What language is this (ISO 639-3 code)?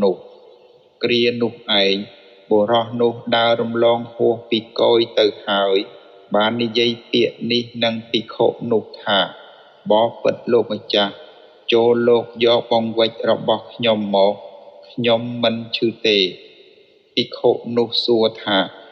khm